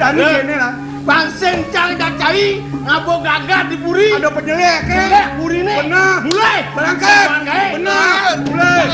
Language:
Balinese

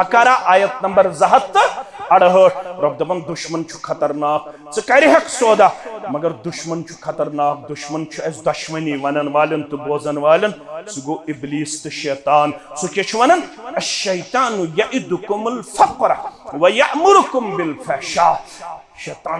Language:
Kashmiri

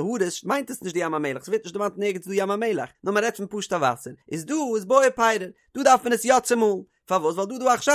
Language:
Yiddish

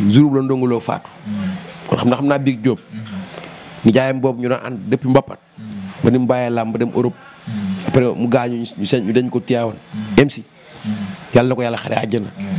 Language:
Wolof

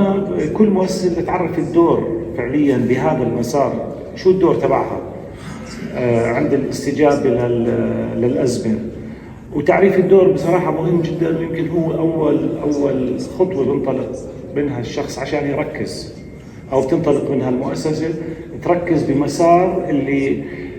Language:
North Levantine Arabic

